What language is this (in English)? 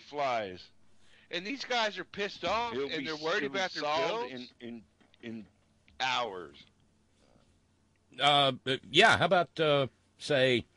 English